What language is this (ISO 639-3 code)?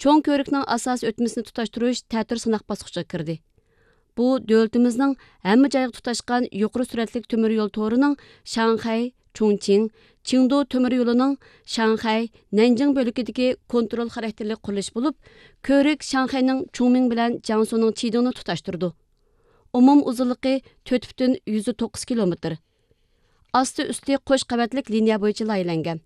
uig